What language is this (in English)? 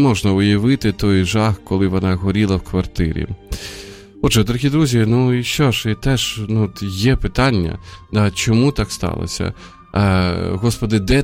Ukrainian